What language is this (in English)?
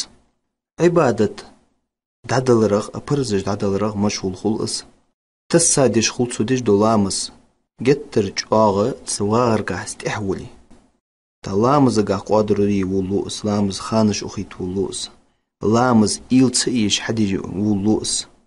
Ingush